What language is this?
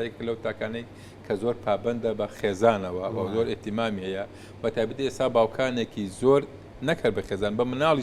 Central Kurdish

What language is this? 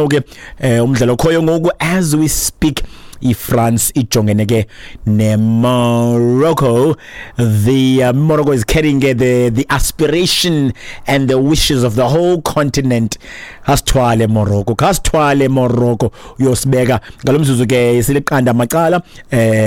Xhosa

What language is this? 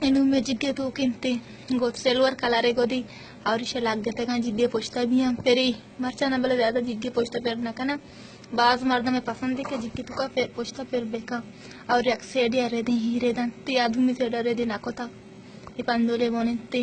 Baluchi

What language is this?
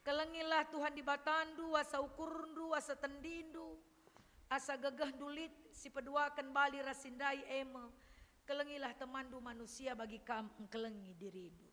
Batak Karo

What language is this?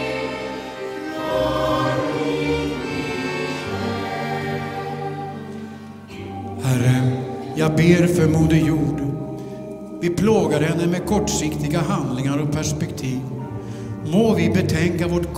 Swedish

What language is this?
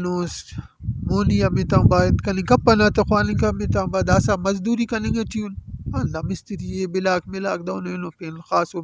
Brahui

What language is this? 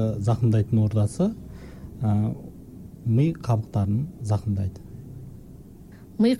Kazakh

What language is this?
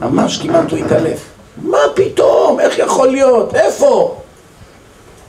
Hebrew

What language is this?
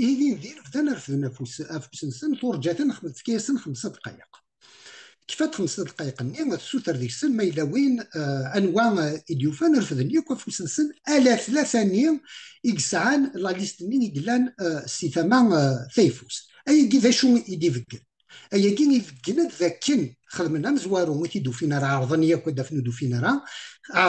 Kabyle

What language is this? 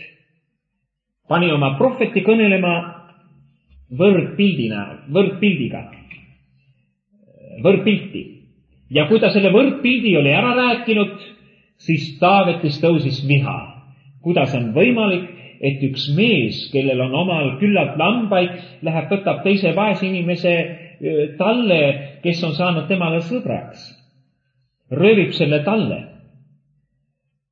Estonian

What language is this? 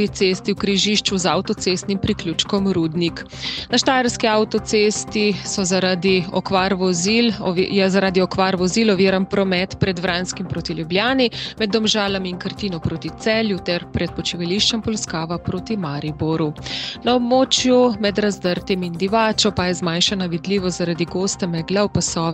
Slovenian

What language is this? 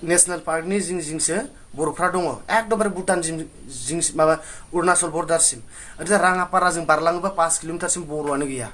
Bodo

